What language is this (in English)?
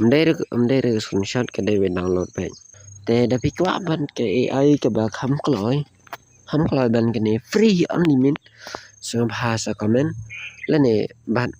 Khasi